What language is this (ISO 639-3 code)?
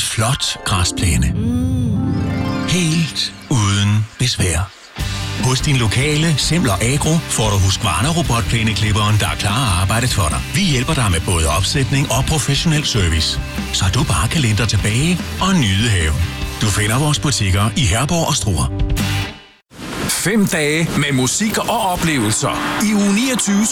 dan